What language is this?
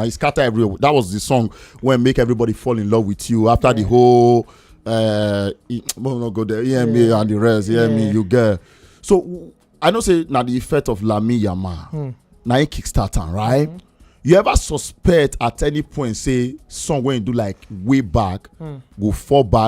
Nigerian Pidgin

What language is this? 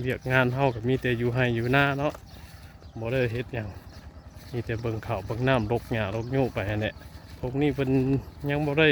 Northeastern Thai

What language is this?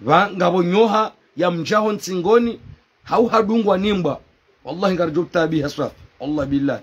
Ngazidja Comorian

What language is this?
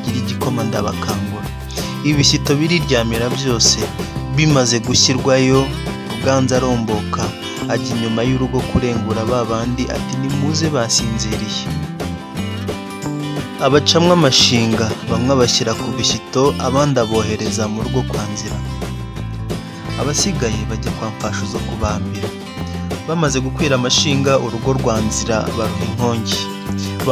Kinyarwanda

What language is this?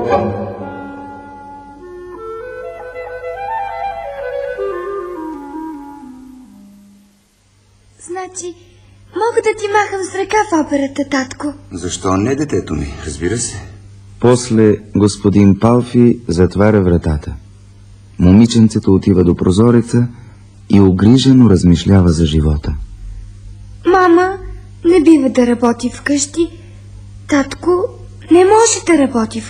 Bulgarian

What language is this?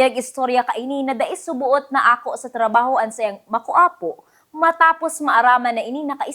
Bikol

